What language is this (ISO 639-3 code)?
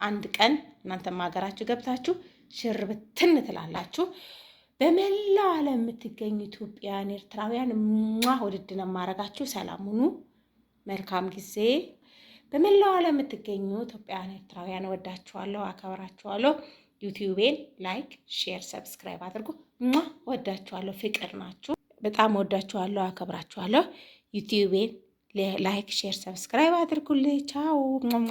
amh